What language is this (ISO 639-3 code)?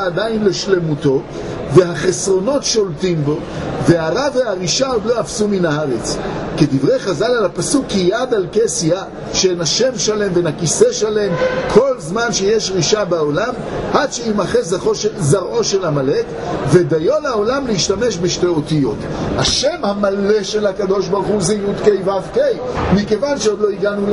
heb